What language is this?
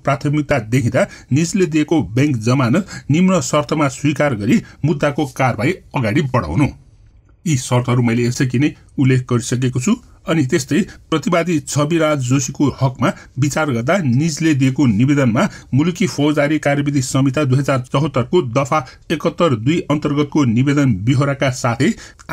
Nepali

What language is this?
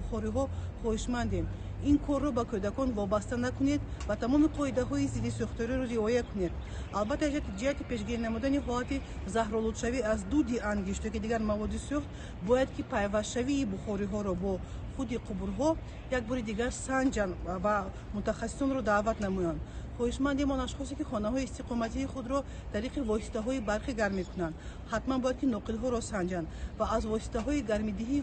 Tajik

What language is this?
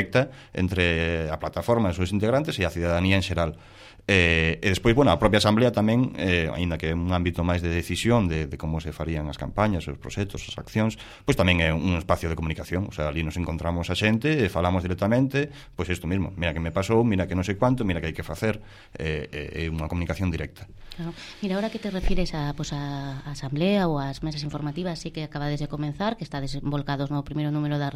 Galician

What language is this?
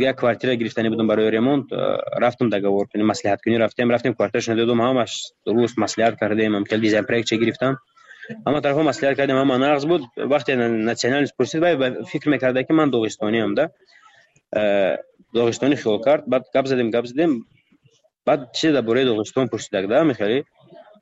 Tajik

